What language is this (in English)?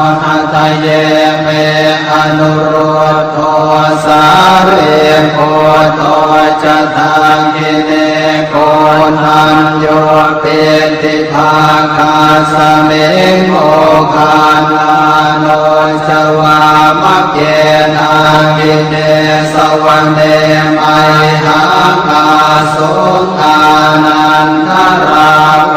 Pali